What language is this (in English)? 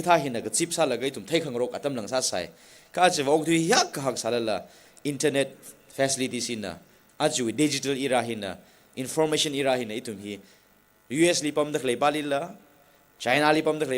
Tangkhul Naga (India)